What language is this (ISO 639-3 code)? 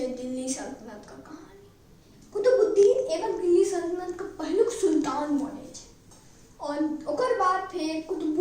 mai